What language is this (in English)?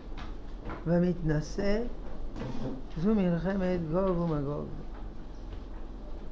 Hebrew